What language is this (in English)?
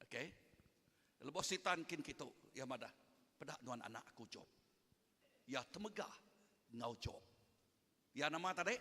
Iban